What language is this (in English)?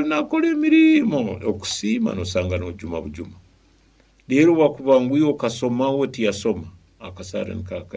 Nyoro